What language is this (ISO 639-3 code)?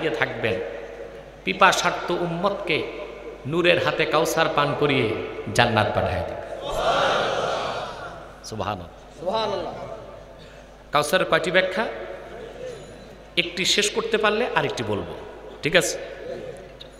ben